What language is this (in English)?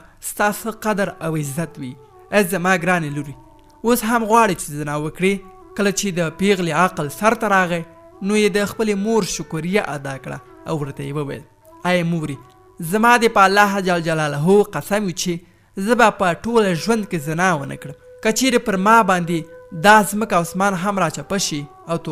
Pashto